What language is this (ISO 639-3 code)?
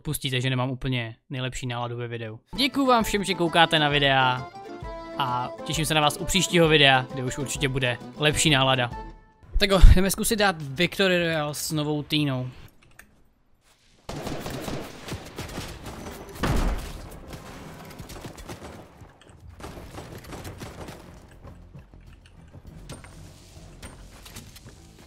ces